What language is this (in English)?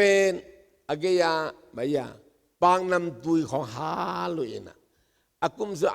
Tedim Chin